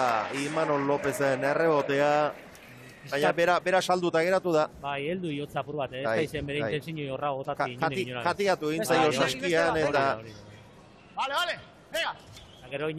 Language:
Basque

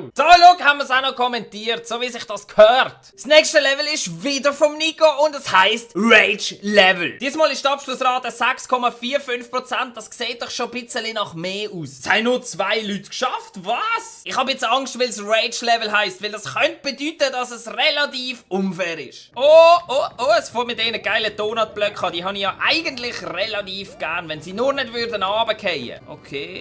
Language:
Swiss German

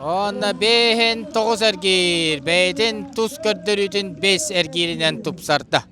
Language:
Yakut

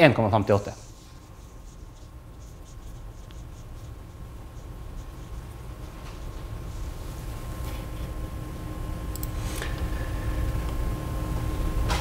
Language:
Norwegian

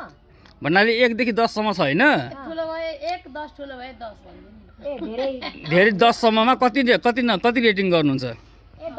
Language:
Nepali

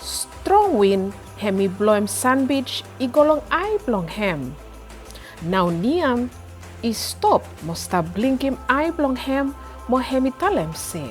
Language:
Bislama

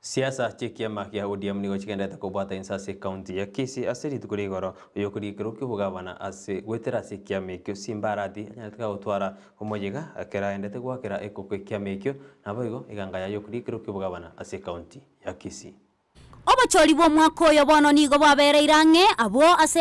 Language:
Gusii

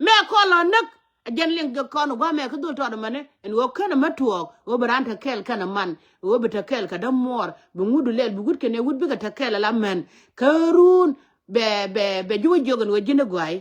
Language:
Nuer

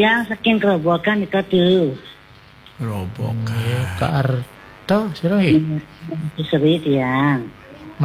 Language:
Balinese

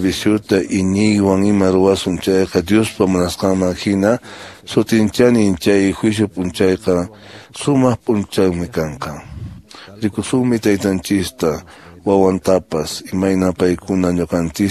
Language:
Quechua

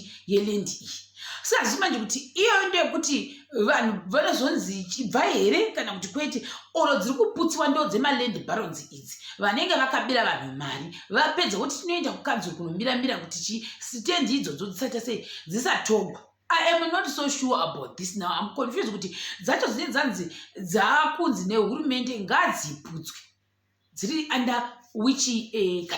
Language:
Shona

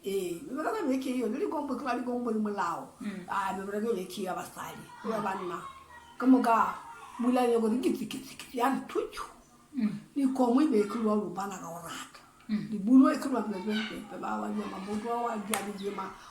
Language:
Northern Sotho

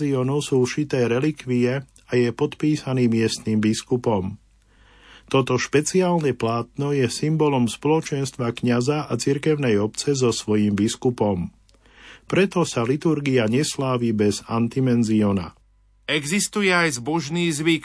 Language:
Slovak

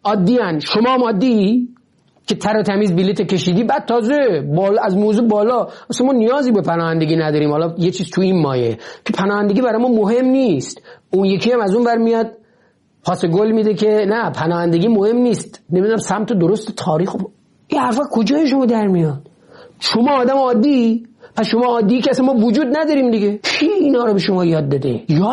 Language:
Persian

